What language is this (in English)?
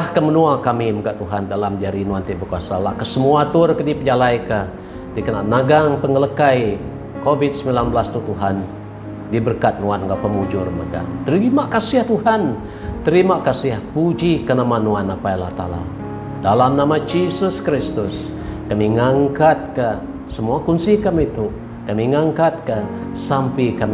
Iban